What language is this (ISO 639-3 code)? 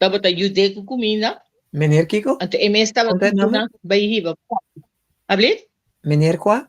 pap